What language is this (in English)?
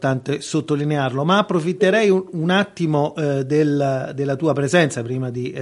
Italian